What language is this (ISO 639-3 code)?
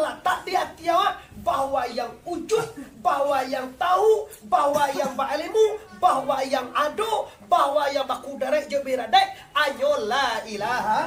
min